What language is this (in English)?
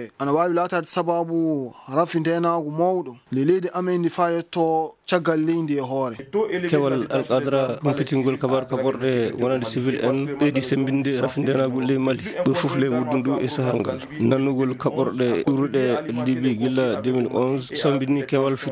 Fula